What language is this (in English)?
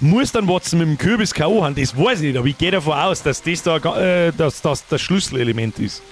Bavarian